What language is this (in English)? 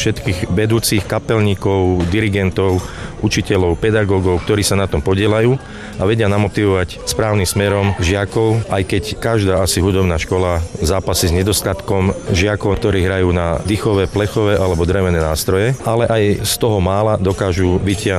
Slovak